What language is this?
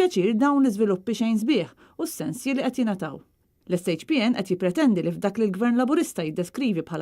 Maltese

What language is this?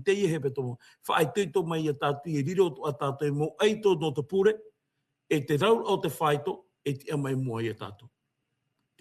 Tahitian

